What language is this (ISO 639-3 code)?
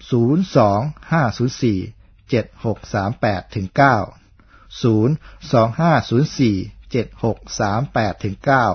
tha